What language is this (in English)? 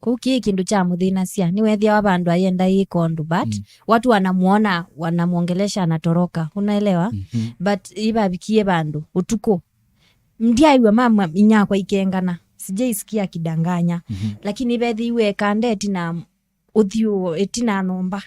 Kamba